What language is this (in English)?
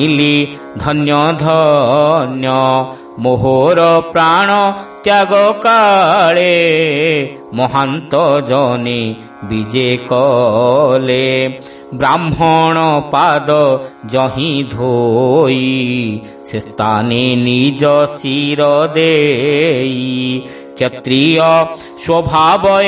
Odia